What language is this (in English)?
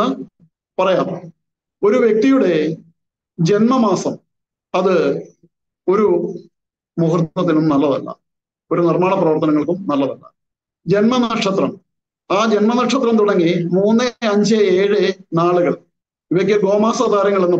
Malayalam